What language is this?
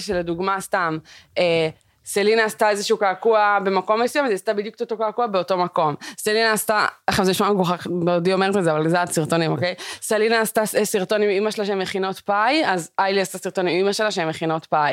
Hebrew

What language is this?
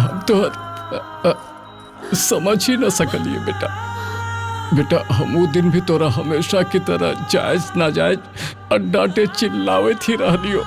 Magahi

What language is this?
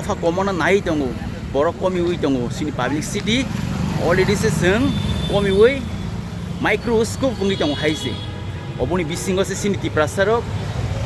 Kok Borok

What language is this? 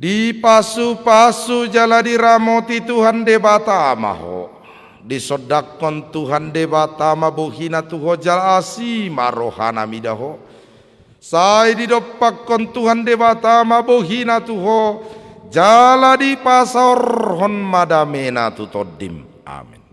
Batak Toba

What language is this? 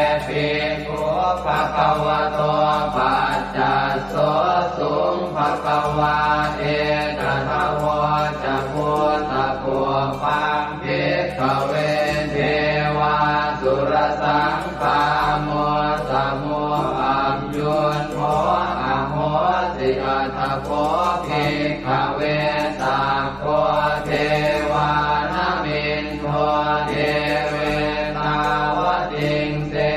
Pali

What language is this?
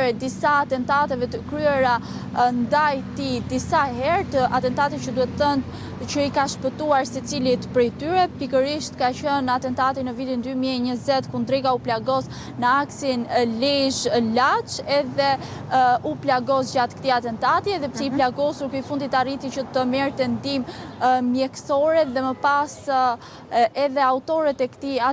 Albanian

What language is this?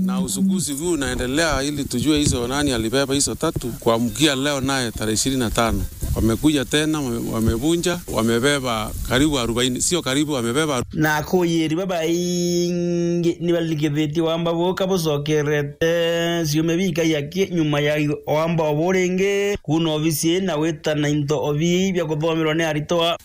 Meru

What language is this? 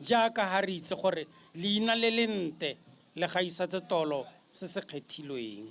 Tswana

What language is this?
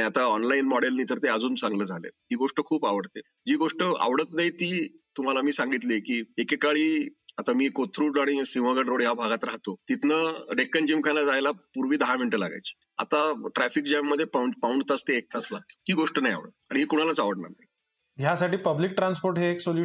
Marathi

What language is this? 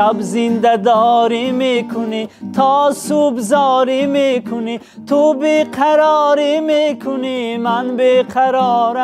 Tajik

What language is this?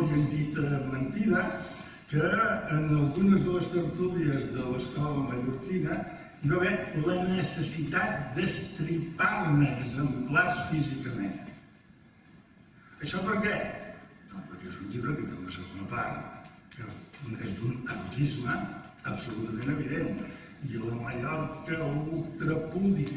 Catalan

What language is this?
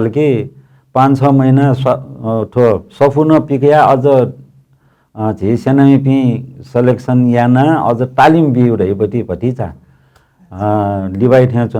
Newari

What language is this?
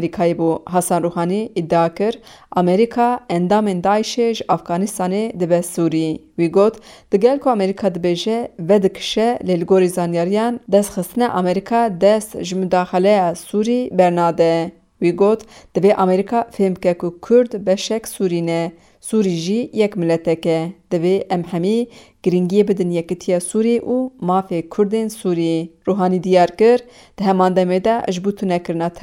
Kurdish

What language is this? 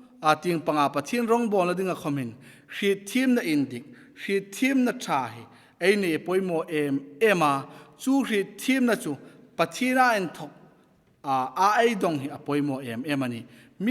Hmar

